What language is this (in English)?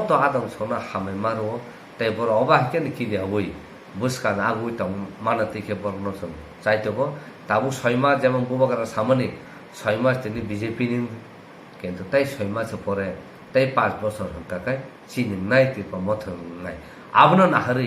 Kok Borok